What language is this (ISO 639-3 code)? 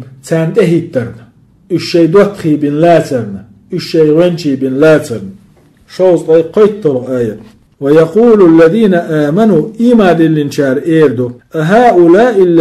che